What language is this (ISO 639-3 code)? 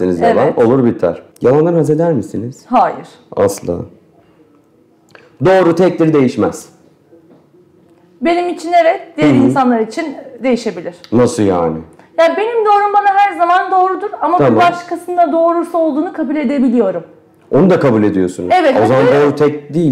tur